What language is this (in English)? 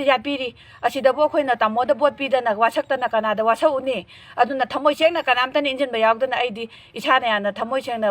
Manipuri